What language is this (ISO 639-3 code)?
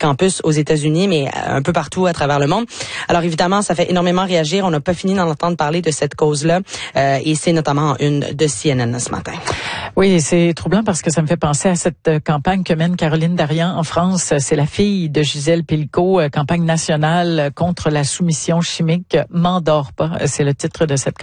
fra